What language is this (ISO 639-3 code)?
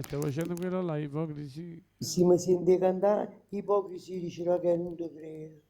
nap